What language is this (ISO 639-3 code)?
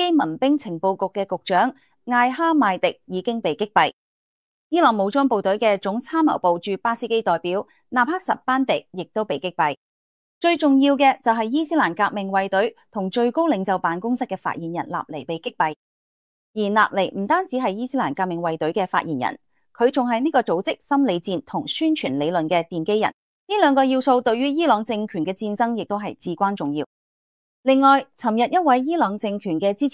yue